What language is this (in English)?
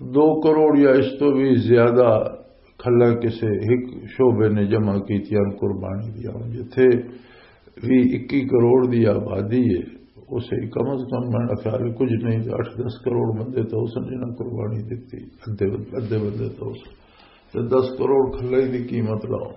Western Panjabi